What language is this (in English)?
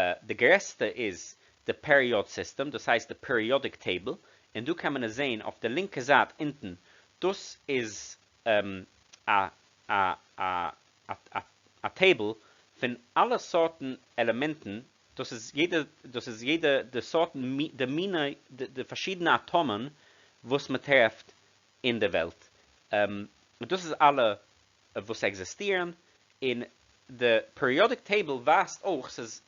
Yiddish